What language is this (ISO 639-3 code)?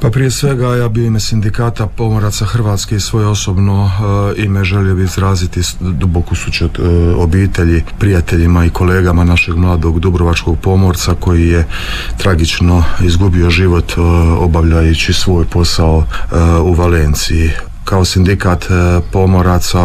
hrv